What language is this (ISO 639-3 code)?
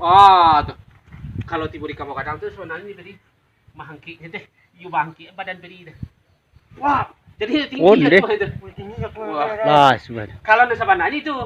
min